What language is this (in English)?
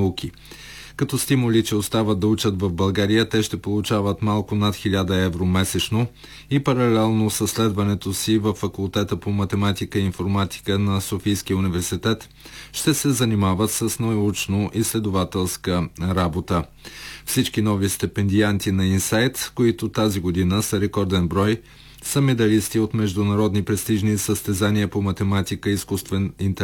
Bulgarian